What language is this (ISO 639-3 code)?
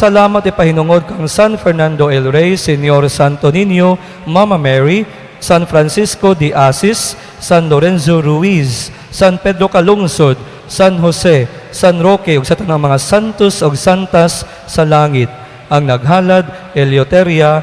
ceb